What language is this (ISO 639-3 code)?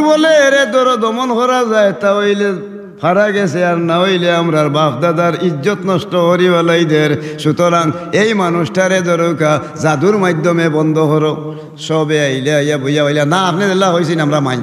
syl